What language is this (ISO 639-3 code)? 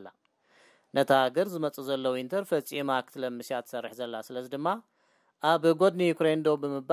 tir